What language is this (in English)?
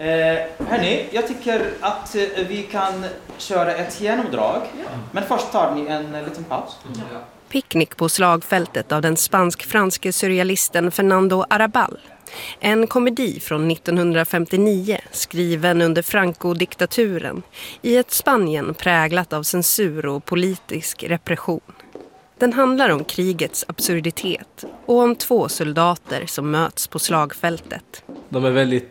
Swedish